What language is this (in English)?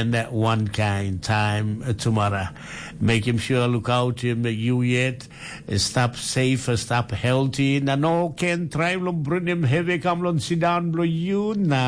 Tok Pisin